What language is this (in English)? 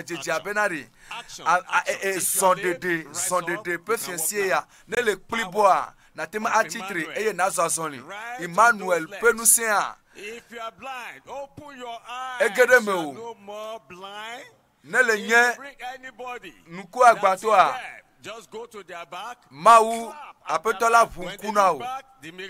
Ewe